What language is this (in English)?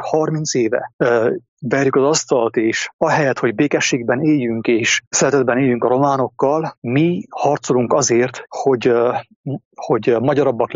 Hungarian